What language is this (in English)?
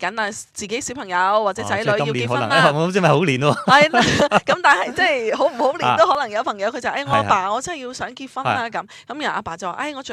Cantonese